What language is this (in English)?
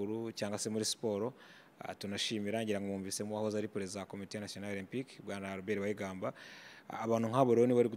Kinyarwanda